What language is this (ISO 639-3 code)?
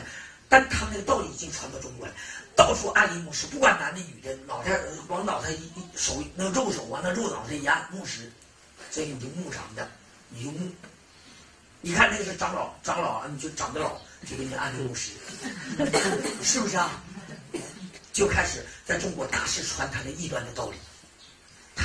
zho